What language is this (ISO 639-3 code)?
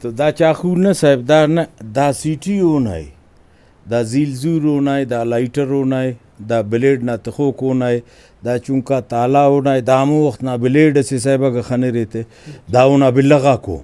brh